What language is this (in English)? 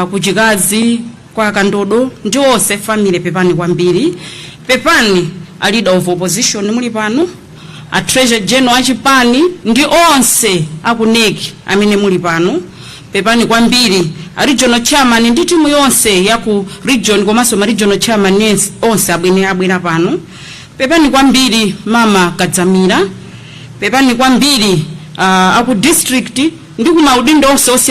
Nyanja